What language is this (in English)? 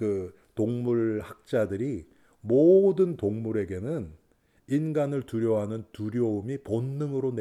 Korean